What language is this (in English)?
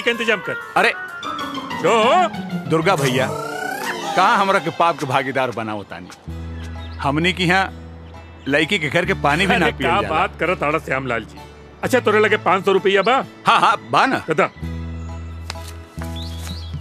Bhojpuri